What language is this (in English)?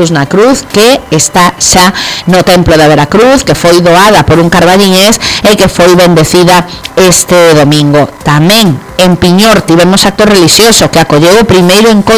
Galician